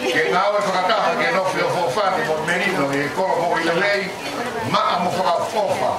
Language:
Tongan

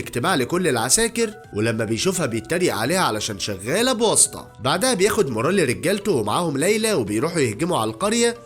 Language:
Egyptian Arabic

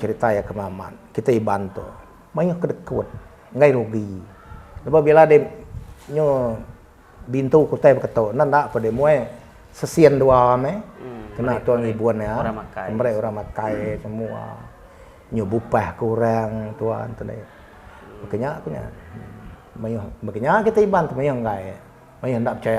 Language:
Iban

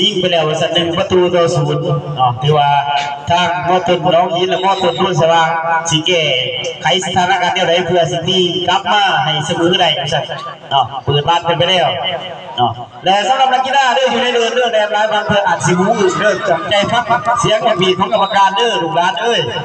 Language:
Lao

